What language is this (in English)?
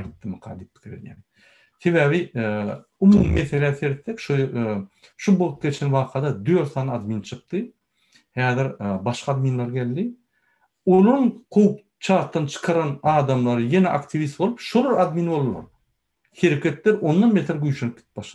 Turkmen